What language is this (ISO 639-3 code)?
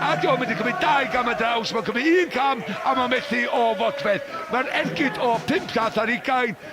cym